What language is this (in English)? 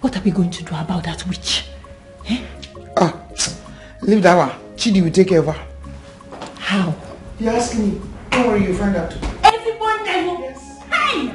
Nigerian Pidgin